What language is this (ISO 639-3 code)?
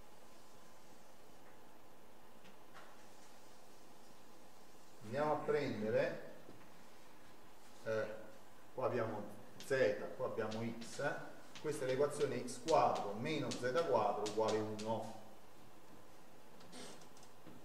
ita